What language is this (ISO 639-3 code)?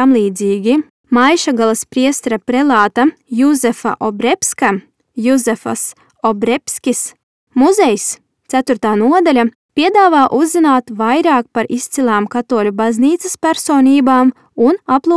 lav